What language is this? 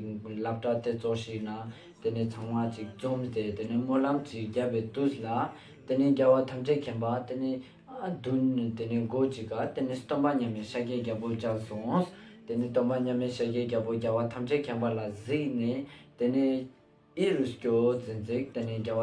Ladakhi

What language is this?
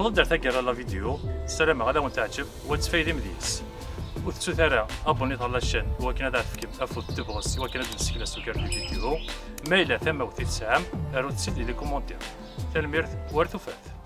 Kabyle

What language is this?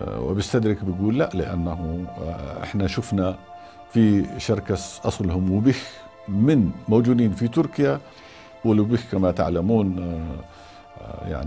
North Levantine Arabic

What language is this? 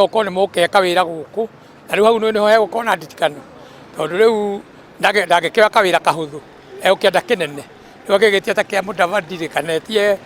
Kikuyu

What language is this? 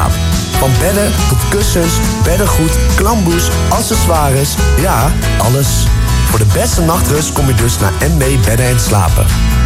Dutch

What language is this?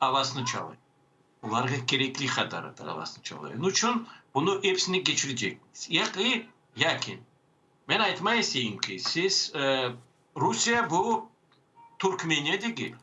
Crimean Tatar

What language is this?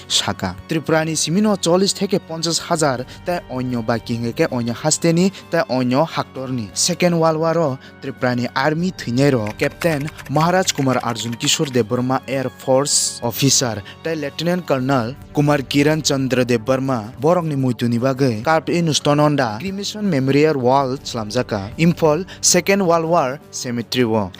Kok Borok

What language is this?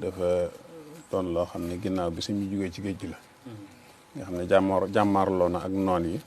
Wolof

